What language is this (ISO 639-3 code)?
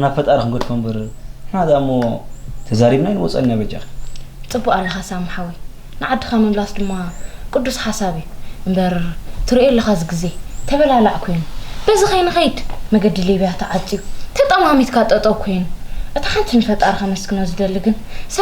tir